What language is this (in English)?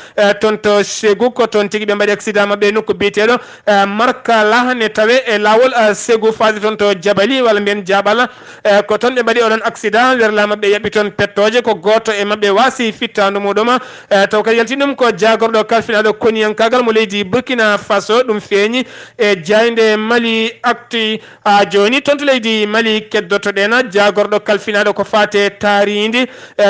Fula